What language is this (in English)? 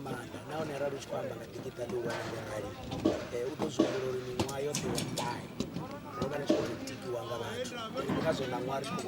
Venda